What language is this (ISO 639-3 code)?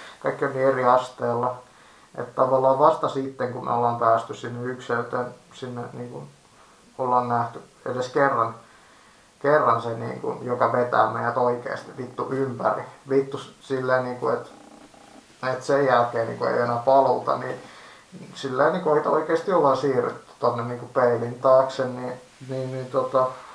fin